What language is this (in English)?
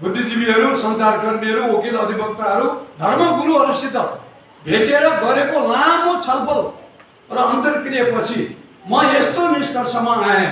Nepali